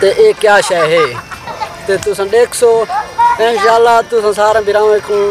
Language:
Saraiki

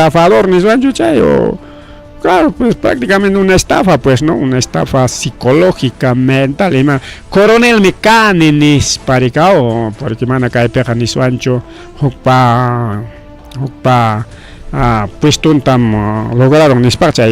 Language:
Ayacucho Quechua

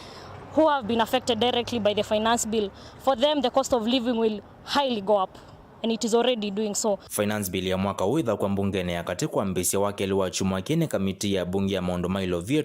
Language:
Kamba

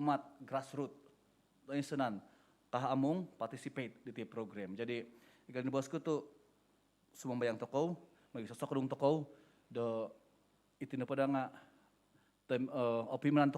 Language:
Central Dusun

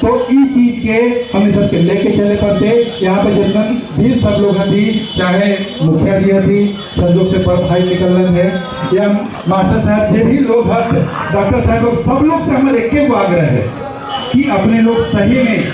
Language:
Magahi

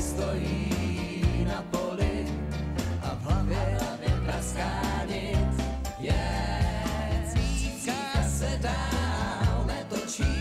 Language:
Czech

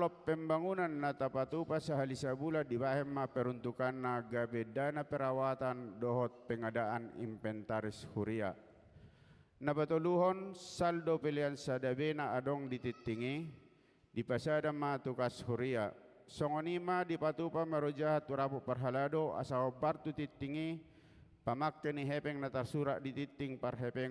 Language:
Batak Toba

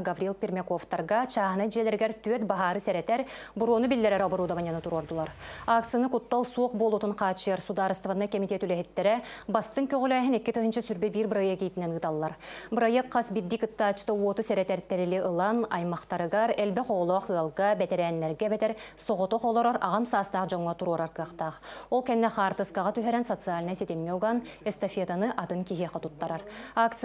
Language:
Yakut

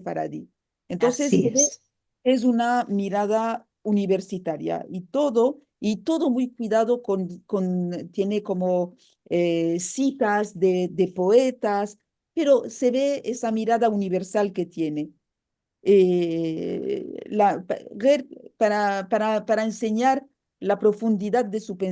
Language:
Ladino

